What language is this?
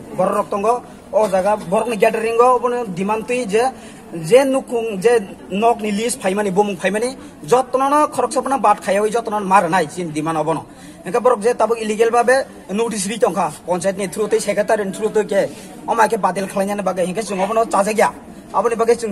Kok Borok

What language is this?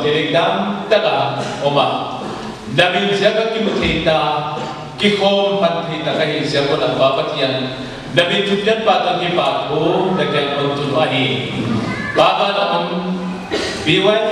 Paite Chin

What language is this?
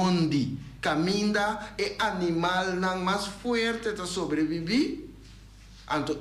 Papiamento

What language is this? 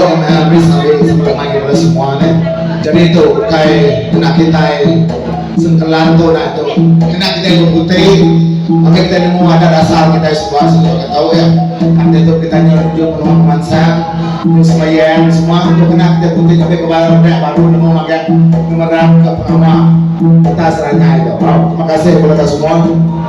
Iban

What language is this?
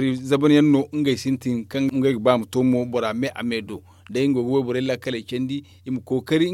Zarma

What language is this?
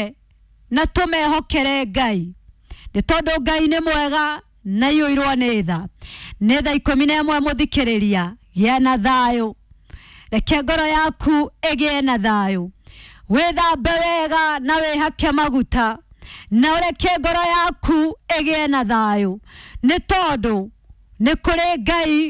Kikuyu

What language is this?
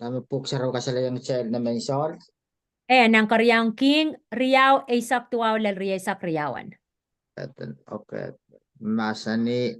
Pohnpeian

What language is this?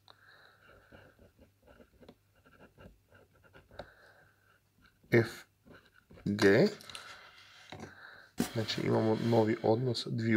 Croatian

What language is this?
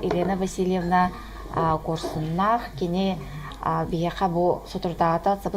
Yakut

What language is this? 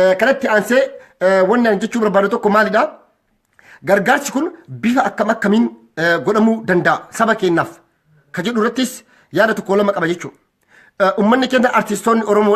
Oromo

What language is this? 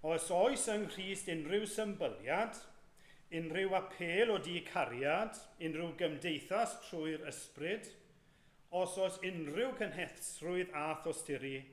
Welsh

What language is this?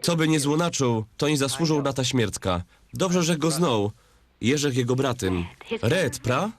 Silesian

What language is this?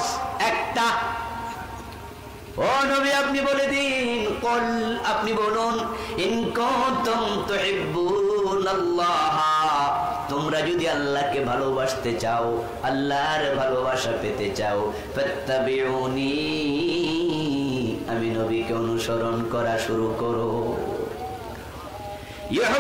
Bangla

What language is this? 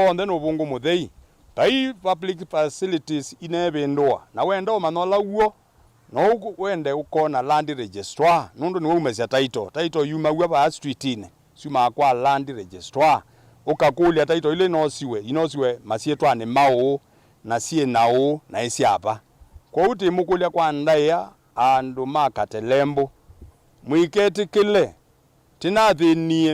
Kamba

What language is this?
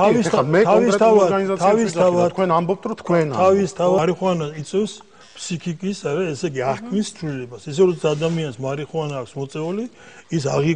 Georgian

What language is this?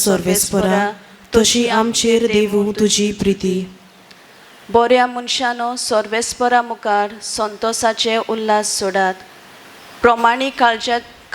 Konkani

